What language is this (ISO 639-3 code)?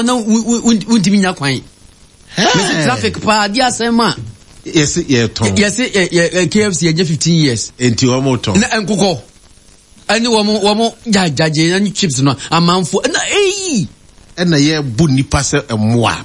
aka